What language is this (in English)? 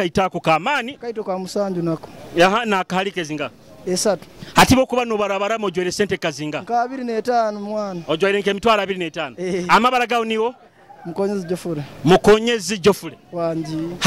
Nyoro